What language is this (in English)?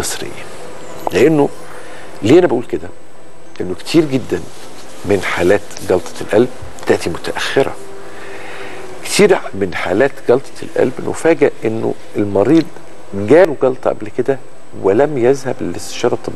Egyptian Arabic